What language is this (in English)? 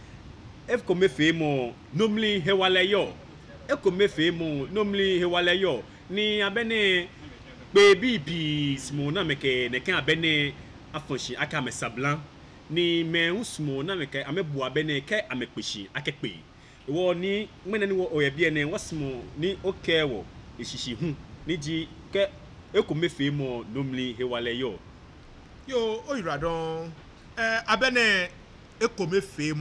Ga